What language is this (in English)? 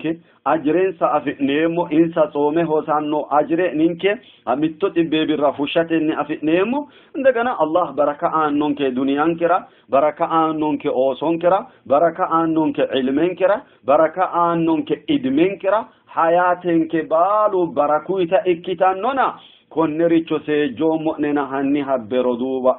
Sidamo